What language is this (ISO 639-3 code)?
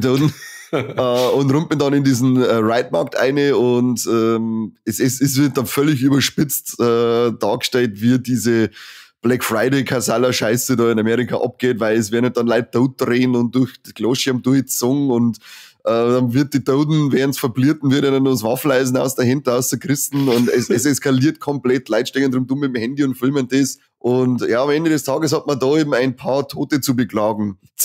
bar